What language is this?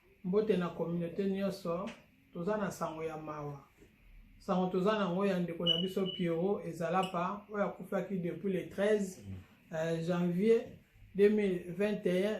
Lingala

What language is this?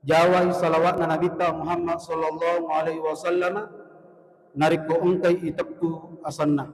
Buginese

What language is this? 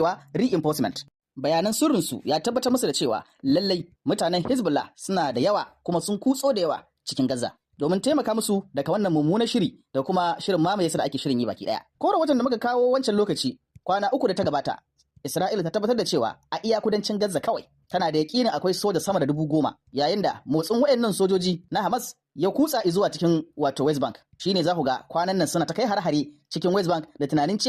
Hausa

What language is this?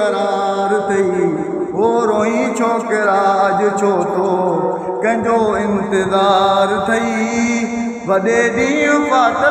Sindhi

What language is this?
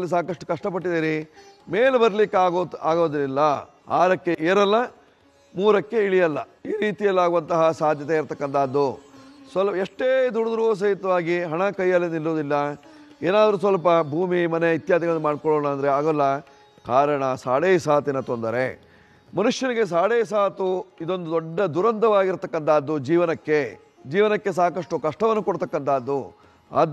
Kannada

